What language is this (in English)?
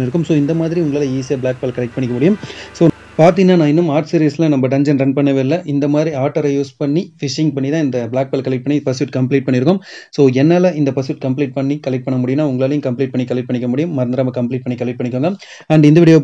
Tamil